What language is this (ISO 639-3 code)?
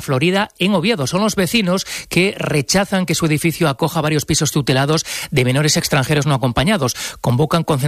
spa